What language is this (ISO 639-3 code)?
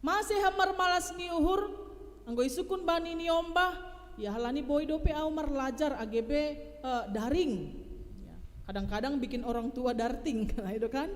bts